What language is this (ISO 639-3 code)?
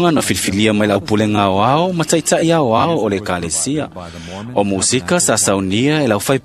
smo